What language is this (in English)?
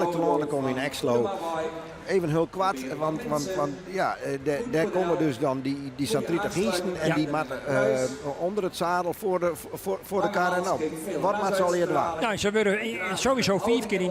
Western Frisian